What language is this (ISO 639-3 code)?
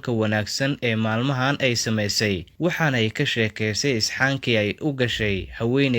som